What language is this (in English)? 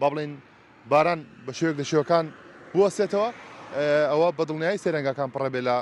Central Kurdish